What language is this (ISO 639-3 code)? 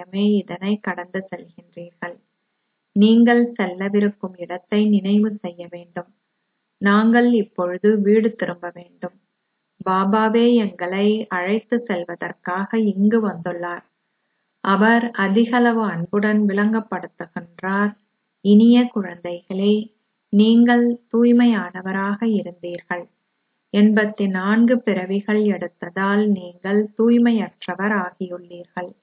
tam